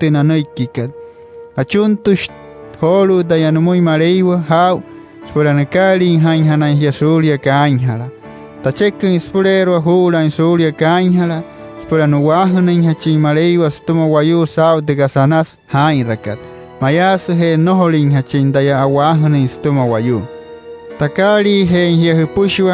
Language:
Wayuu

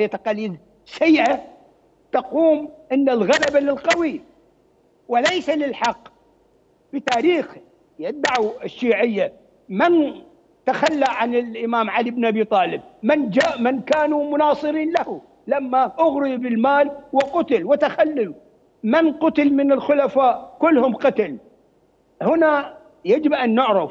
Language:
Mesopotamian Arabic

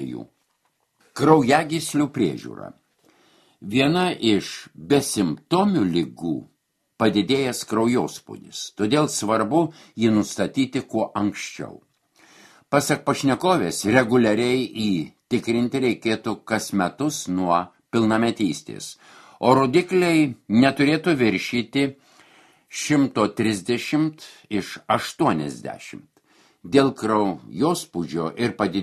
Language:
Lithuanian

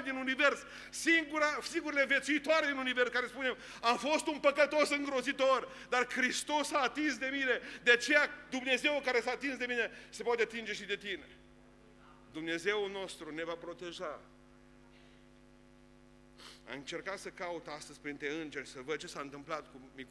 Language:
Romanian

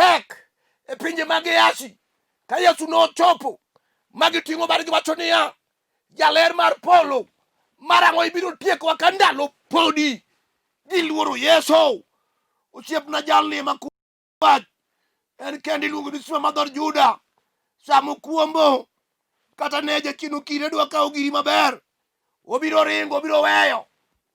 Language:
Luo (Kenya and Tanzania)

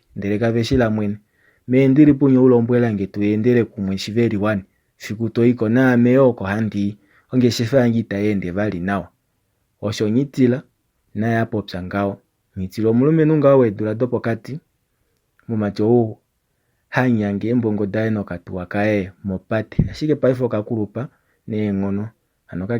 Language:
Kuanyama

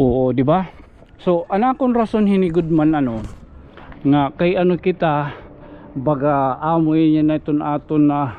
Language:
Waray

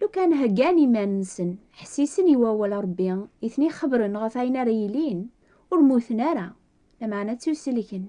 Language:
Kabyle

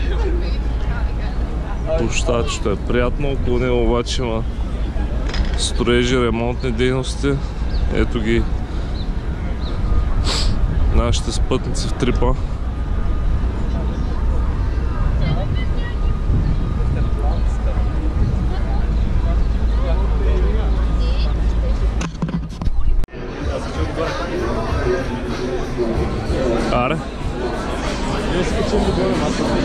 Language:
Bulgarian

